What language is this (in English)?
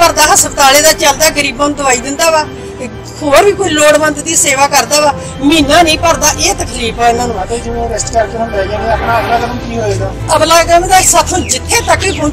Punjabi